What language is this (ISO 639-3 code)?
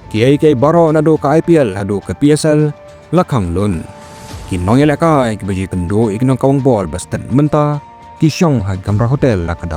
kha